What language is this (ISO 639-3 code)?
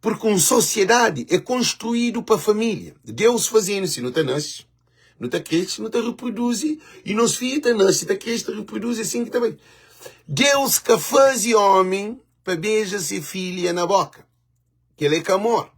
kea